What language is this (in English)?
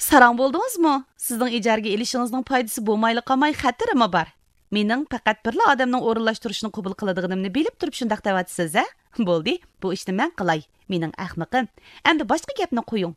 Uyghur